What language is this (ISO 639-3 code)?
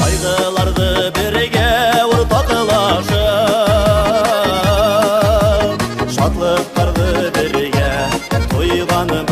bak